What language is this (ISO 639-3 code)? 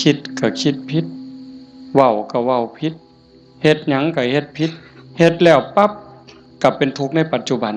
tts